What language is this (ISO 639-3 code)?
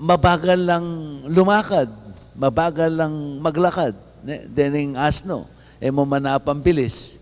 pam